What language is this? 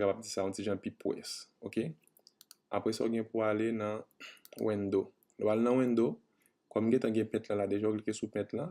Haitian Creole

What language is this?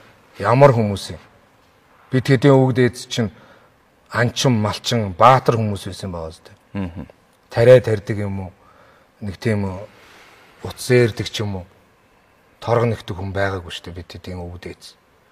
Mongolian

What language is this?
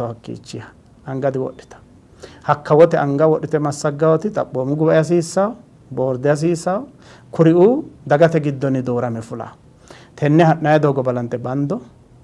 Sidamo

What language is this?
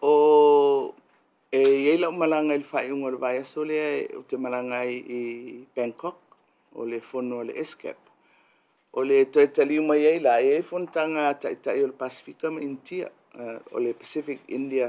Samoan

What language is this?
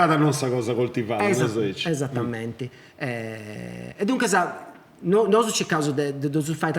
Sardinian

